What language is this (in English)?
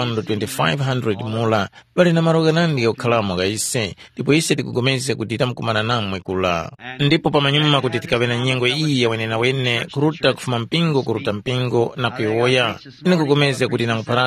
Tumbuka